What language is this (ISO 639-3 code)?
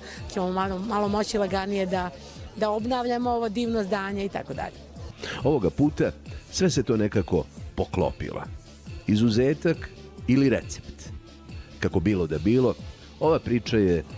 srp